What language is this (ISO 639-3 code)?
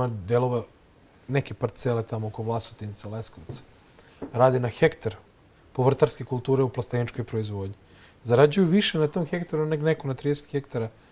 srp